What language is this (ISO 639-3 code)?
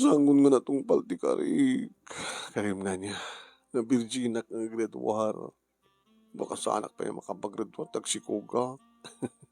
ilo